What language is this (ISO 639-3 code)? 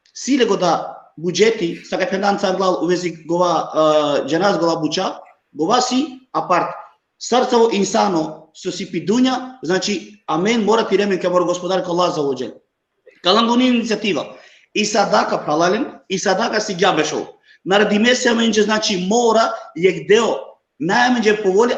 rmn